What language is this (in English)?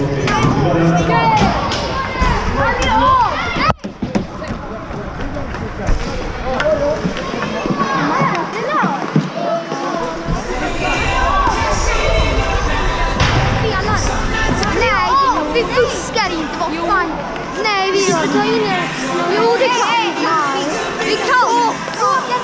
Swedish